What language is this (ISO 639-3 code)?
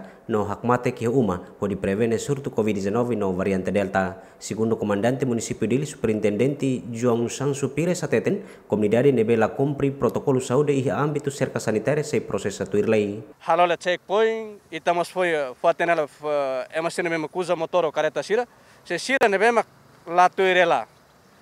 tet